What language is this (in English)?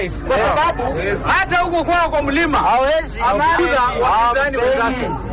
Swahili